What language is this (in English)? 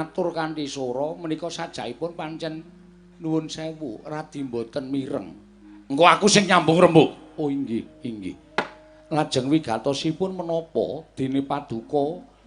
Javanese